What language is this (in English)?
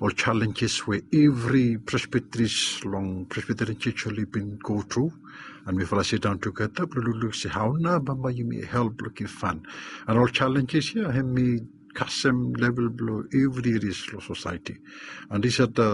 Bislama